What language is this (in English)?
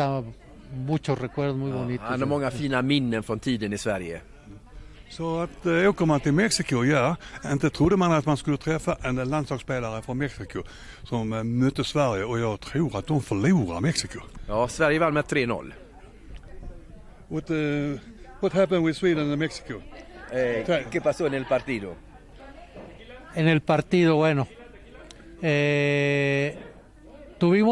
Swedish